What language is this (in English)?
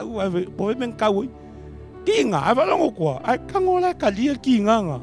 Samoan